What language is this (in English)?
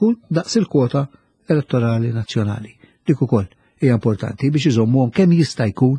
Maltese